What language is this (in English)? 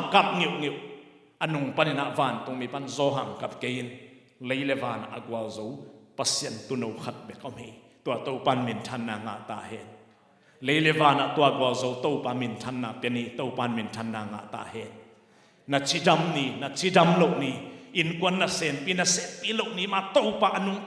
Tedim Chin